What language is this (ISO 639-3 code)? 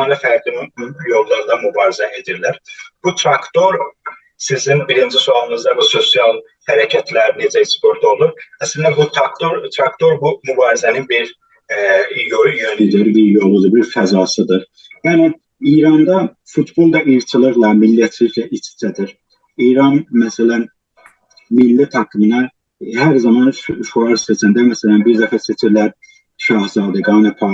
azb